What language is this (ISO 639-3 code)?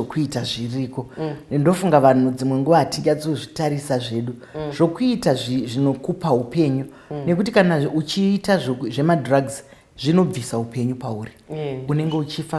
sna